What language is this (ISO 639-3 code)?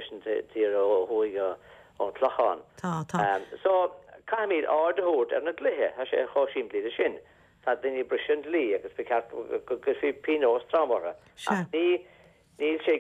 gle